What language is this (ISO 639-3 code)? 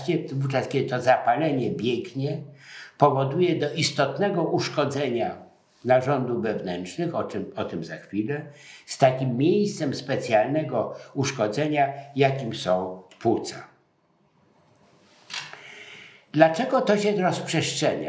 pol